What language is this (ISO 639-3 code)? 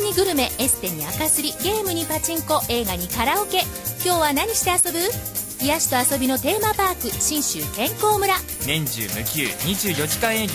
jpn